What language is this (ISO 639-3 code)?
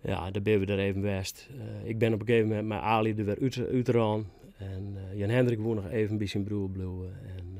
fry